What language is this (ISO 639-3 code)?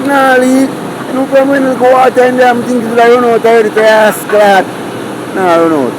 jam